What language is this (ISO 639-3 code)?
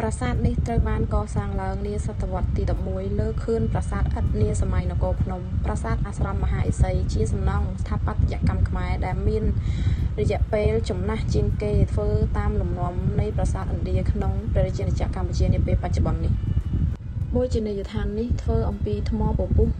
khm